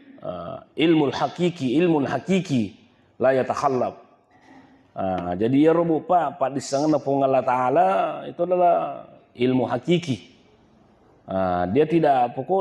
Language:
Buginese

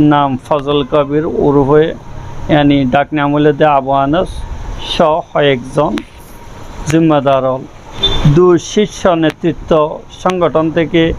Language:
Rohingya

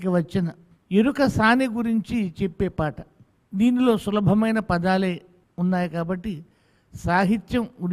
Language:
Telugu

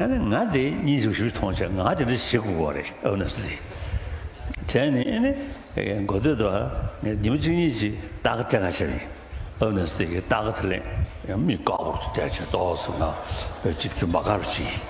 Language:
Tibetan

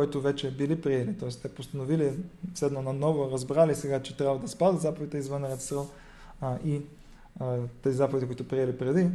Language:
Bulgarian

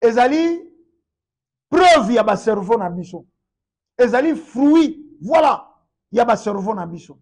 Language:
Lingala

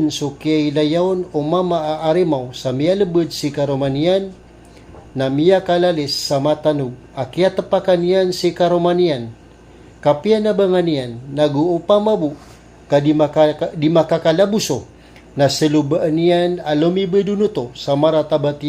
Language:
Maranao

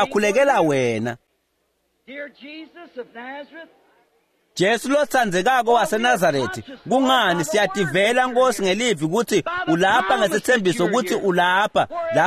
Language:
Swati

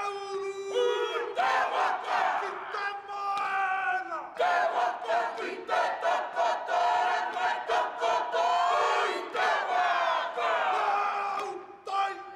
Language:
Māori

